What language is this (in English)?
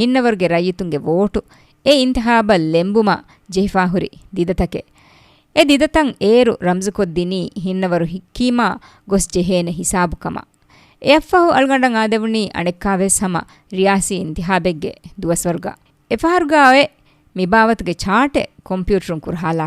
Divehi